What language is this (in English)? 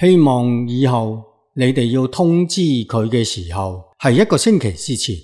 Cantonese